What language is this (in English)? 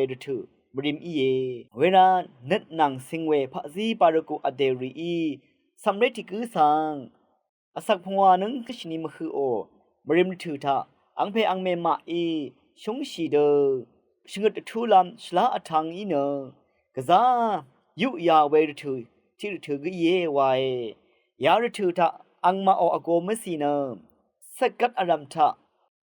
Rawang